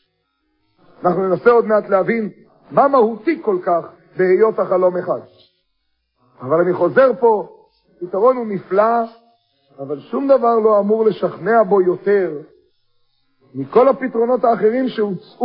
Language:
Hebrew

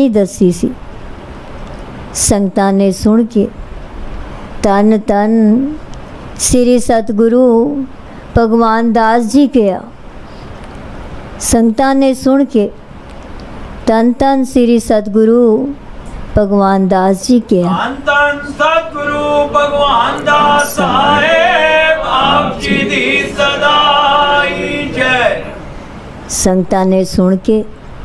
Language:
Punjabi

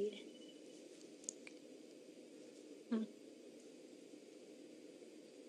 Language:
Hindi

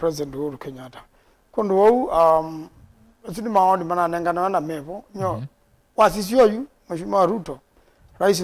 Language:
Kamba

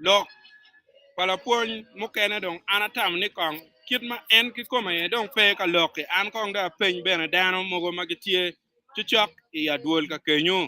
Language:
Acoli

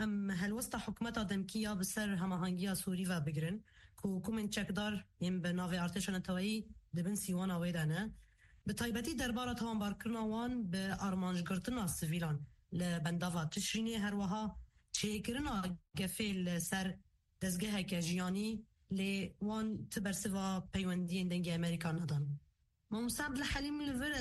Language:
Kurdish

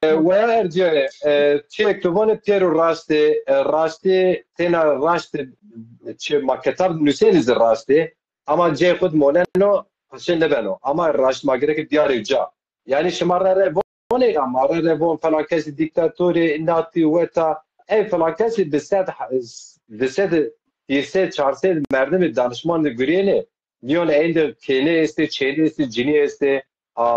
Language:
Zaza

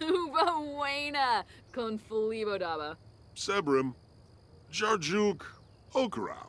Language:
Bavarian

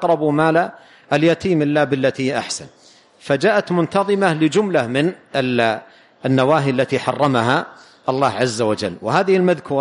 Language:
Arabic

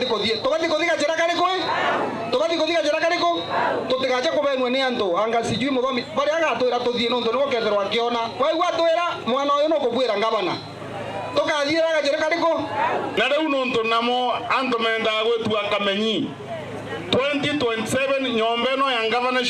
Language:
Meru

